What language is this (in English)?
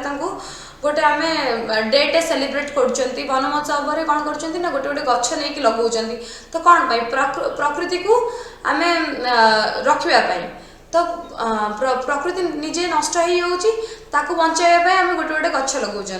Odia